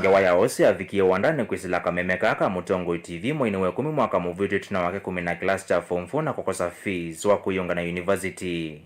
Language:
Kamba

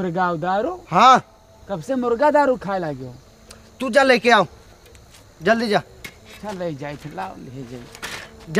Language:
Awadhi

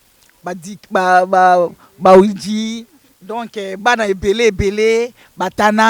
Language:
Lingala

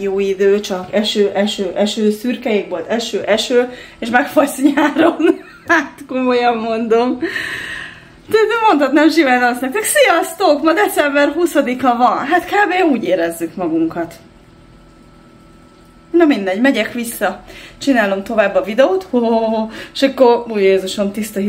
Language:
Hungarian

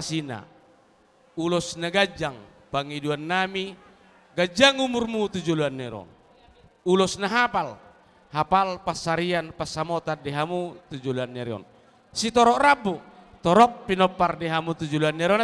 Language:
Batak Toba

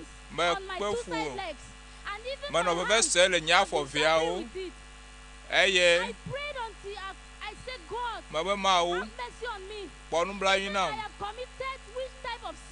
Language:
Ewe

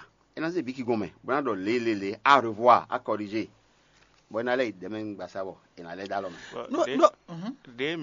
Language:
Fon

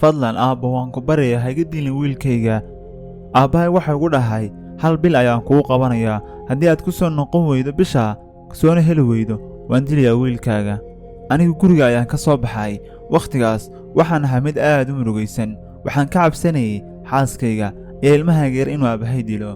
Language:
Somali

